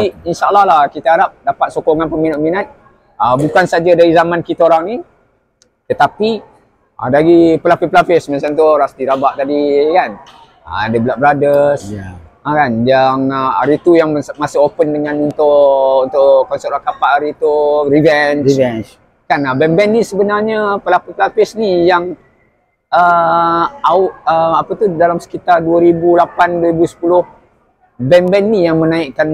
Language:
Malay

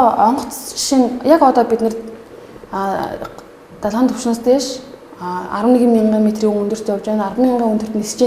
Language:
Mongolian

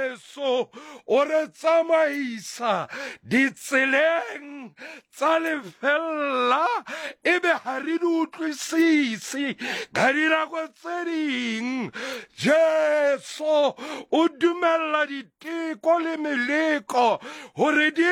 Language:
Southern Sotho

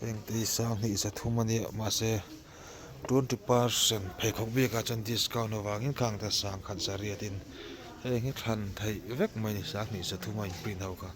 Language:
Mizo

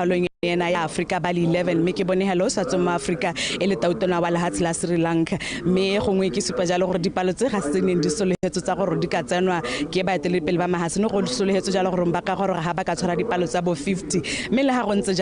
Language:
Tswana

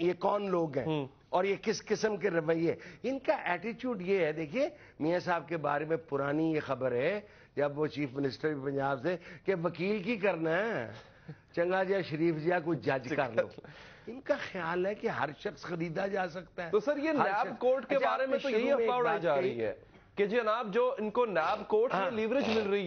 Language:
Urdu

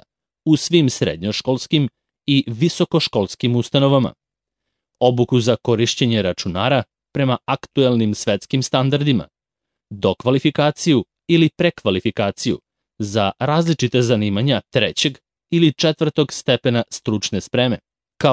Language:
Serbian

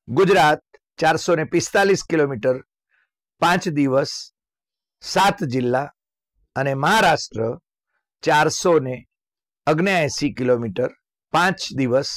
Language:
Gujarati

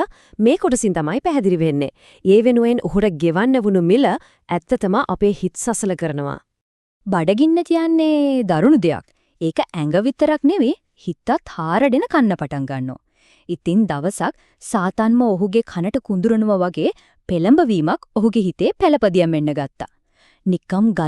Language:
Sinhala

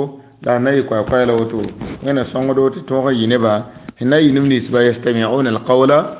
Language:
Mossi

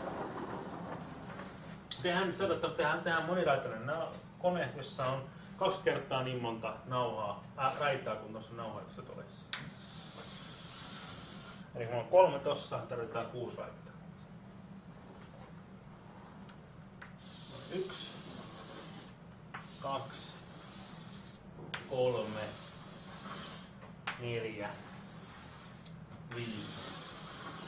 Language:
Finnish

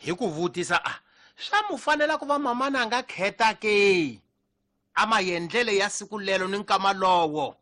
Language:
Tsonga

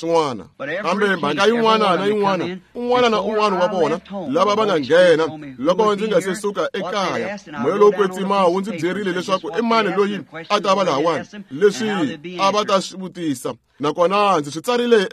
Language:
Tsonga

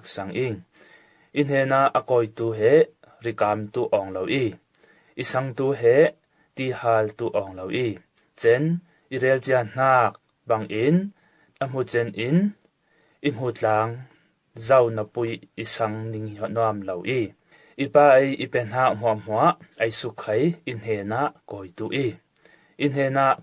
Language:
Falam Chin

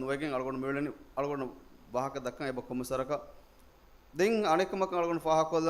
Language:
Divehi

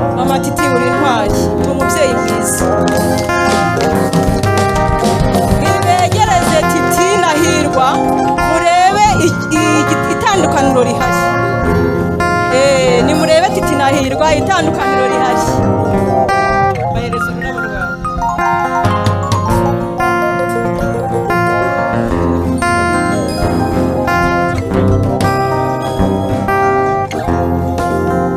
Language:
Kinyarwanda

